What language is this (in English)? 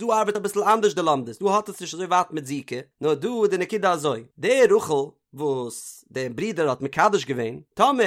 Yiddish